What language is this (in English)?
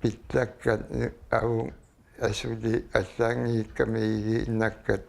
Kalaallisut